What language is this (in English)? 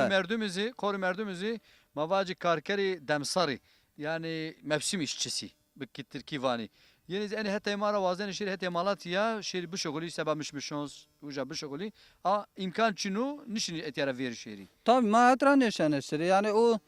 Zaza